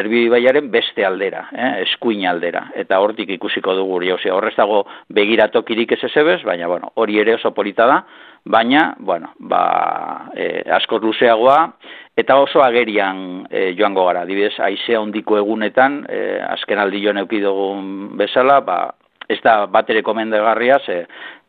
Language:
Basque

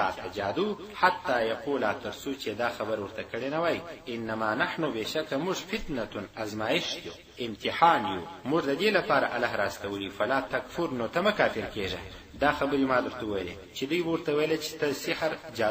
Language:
Pashto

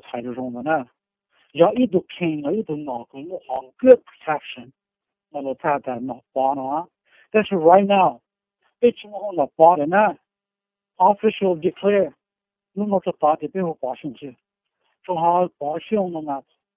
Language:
Hmong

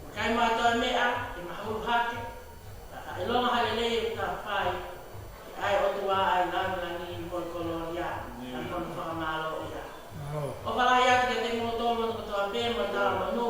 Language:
Tongan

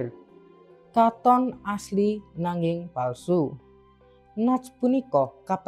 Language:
Javanese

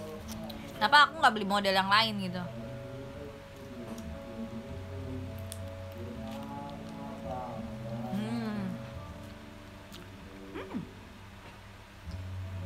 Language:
Indonesian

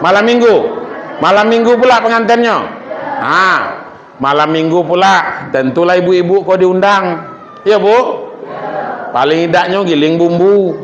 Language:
Minangkabau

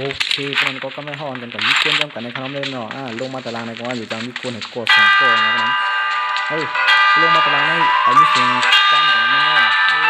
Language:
Shan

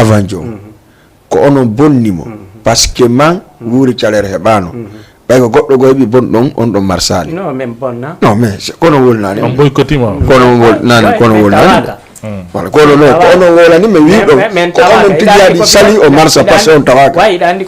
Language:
Fula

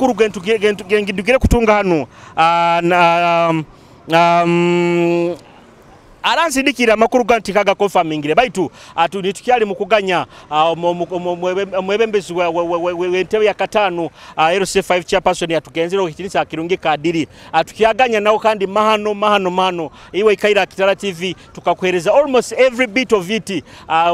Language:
Nyoro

